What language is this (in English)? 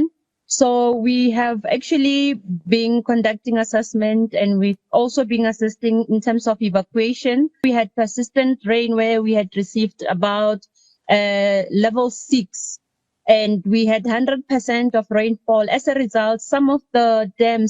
Tswana